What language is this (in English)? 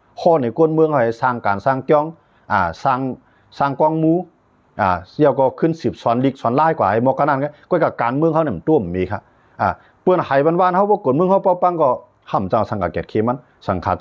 Shan